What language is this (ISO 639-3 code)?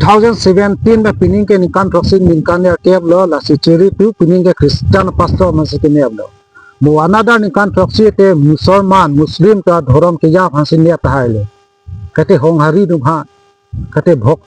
mjw